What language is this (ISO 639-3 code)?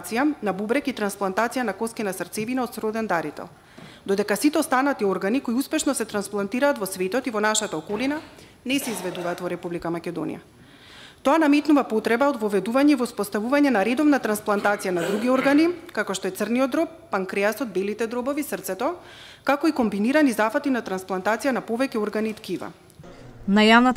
mkd